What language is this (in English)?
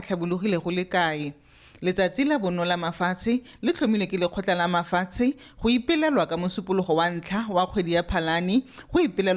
Tswana